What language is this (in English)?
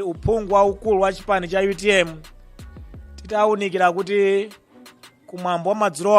Nyanja